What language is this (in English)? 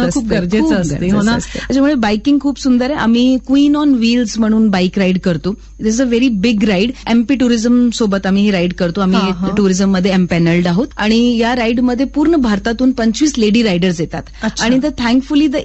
Marathi